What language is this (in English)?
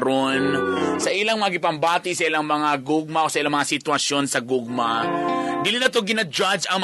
Cebuano